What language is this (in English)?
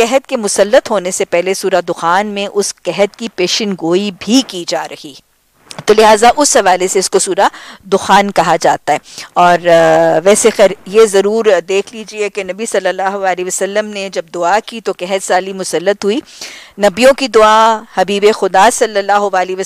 Urdu